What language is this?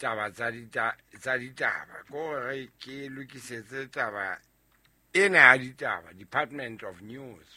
Southern Sotho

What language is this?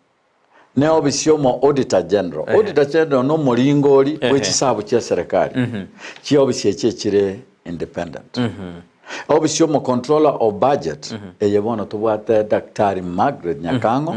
Gusii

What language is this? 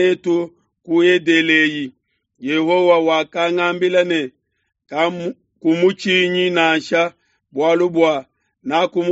Luba-Lulua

